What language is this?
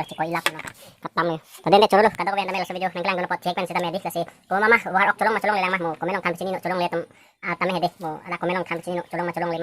Karbi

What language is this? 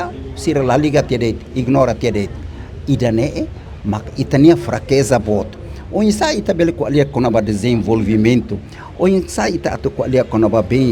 Tetum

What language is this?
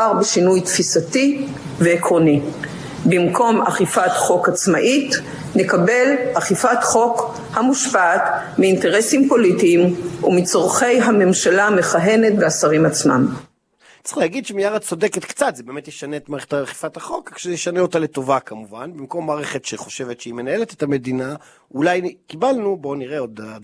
Hebrew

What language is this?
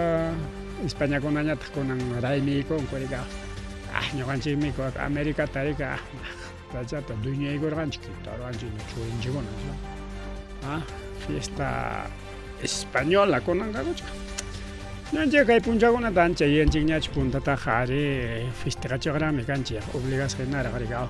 Ayacucho Quechua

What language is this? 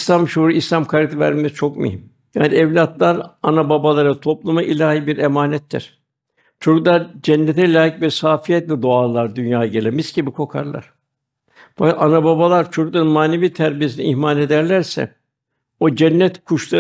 Turkish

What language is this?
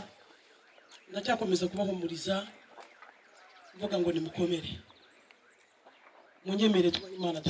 Kinyarwanda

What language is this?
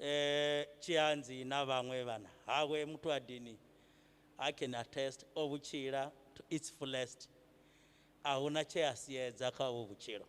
Venda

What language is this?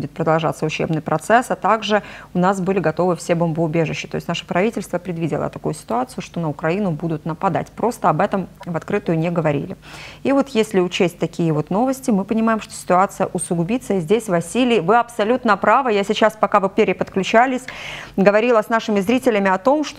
Russian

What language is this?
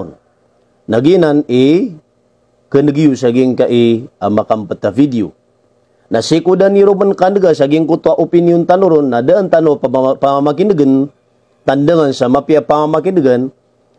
Maranao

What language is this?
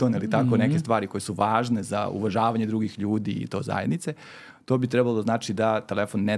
Serbian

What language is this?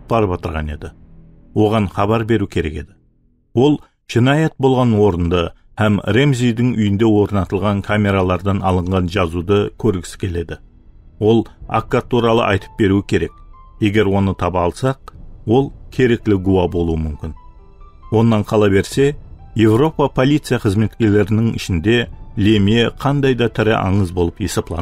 Kara-Kalpak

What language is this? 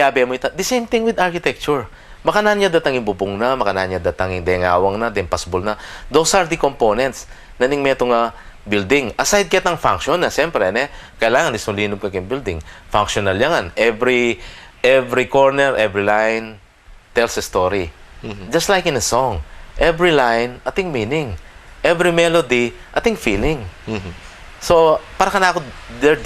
Pampanga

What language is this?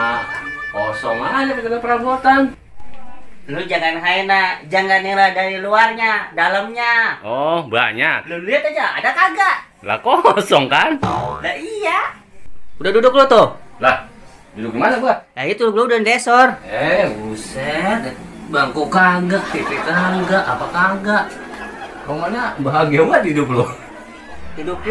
Betawi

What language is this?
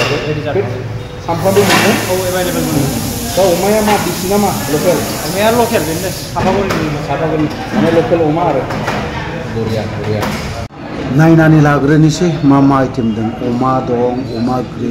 Bodo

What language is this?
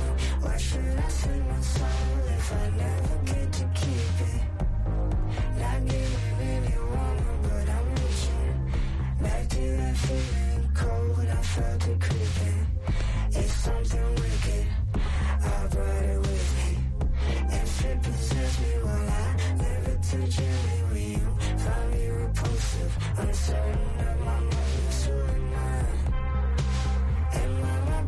English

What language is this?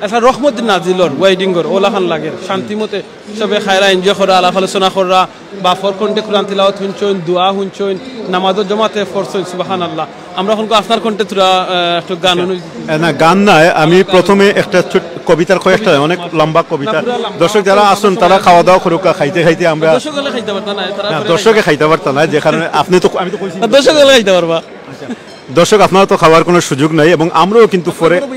Sylheti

